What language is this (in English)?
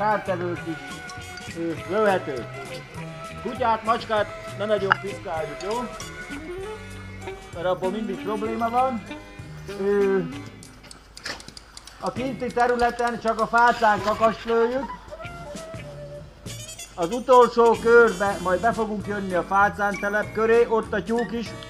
Hungarian